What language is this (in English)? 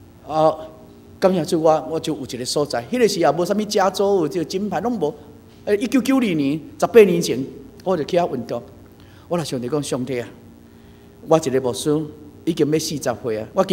Min Nan Chinese